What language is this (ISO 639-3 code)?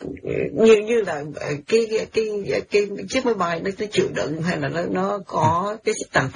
vie